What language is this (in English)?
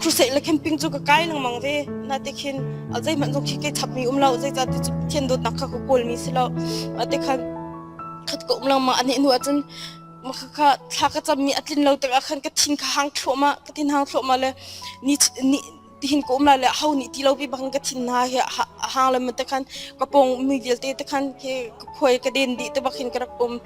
Hakha Chin